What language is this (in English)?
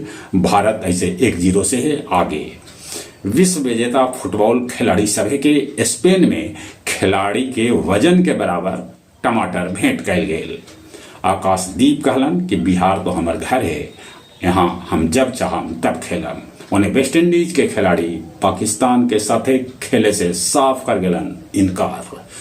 Magahi